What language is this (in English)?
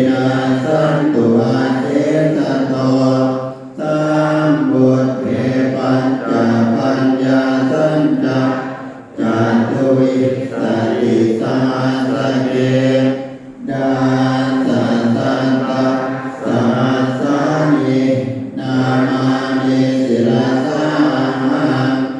Pali